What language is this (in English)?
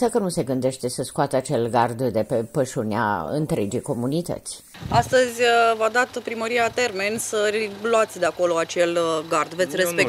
Romanian